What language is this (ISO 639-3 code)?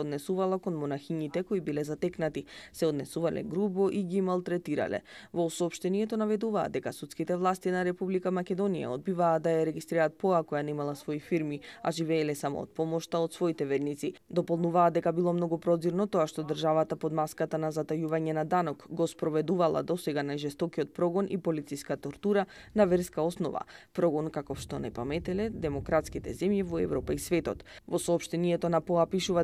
mkd